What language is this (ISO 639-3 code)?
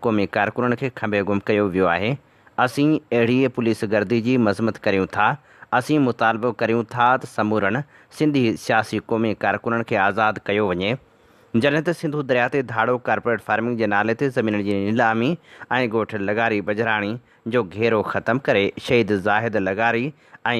snd